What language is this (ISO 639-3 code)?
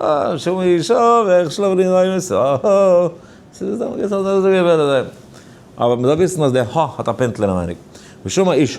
yid